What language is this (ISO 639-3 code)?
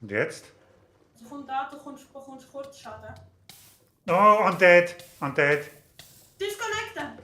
gsw